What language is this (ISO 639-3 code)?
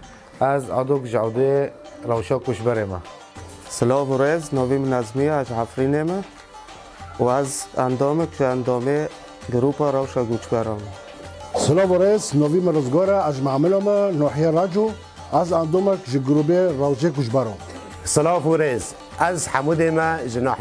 kur